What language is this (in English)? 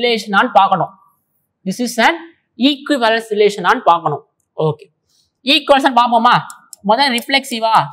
Tamil